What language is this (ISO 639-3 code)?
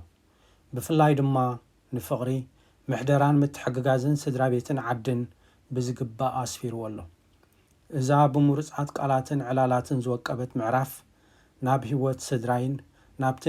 tir